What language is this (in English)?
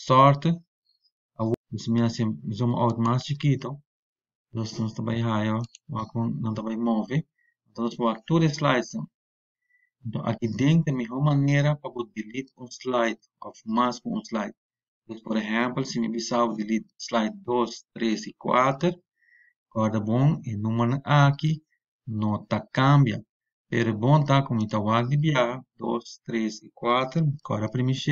Papiamento